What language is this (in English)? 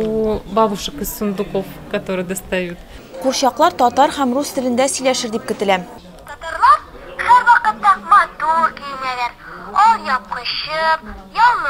Tatar